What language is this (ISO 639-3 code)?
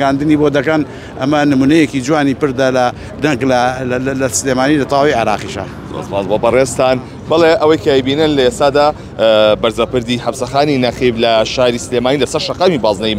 ckb